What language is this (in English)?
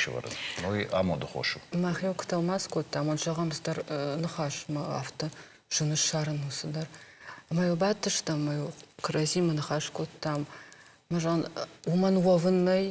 Ossetic